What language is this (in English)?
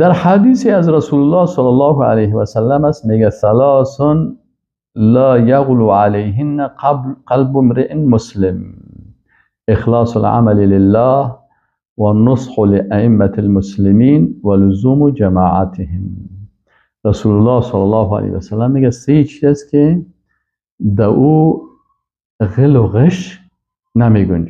Persian